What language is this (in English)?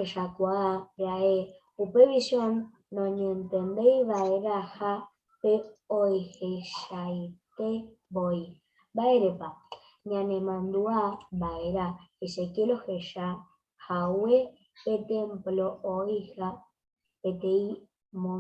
Guarani